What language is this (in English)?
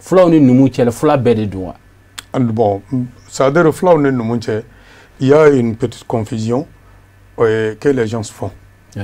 Bambara